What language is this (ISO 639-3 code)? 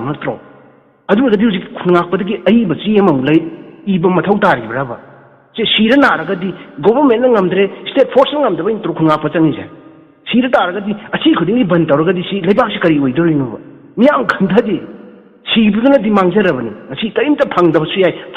mni